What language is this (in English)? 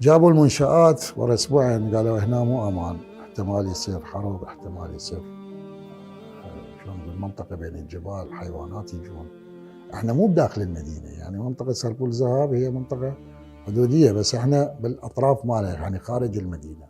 Mesopotamian Arabic